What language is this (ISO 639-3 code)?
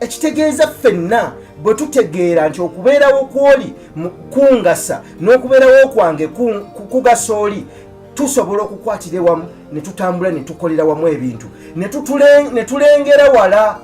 lug